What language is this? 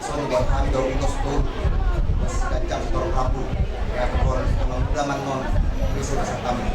Batak Toba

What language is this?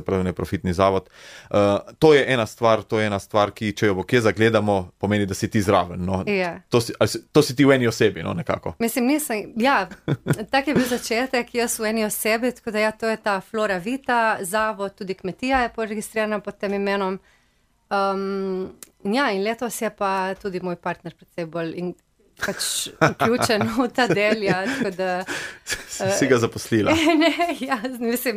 Slovenian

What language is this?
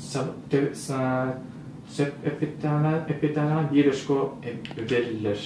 Yakut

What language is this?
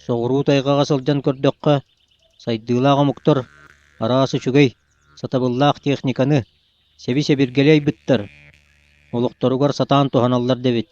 Yakut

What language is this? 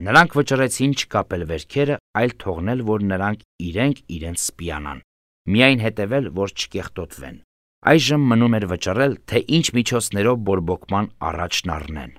Armenian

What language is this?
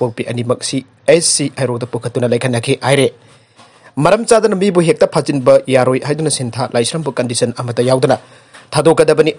Manipuri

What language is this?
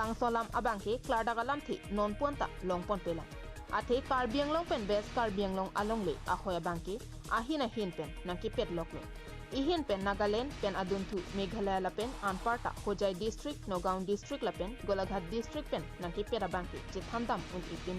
Karbi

